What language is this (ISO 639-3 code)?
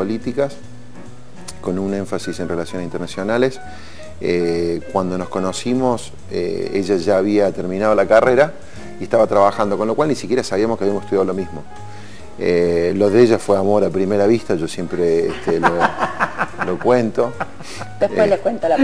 spa